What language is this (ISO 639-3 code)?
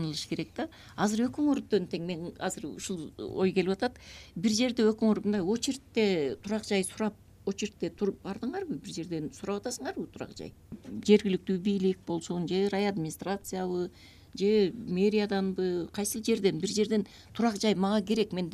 kir